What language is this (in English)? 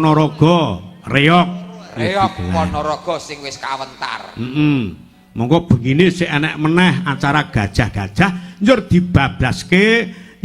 Javanese